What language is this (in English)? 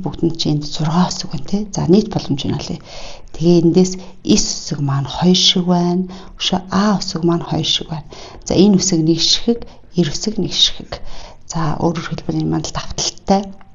Mongolian